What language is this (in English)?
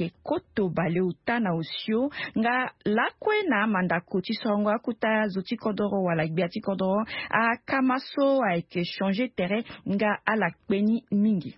Sango